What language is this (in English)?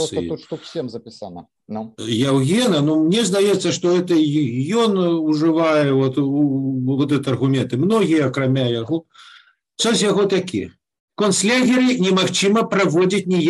Belarusian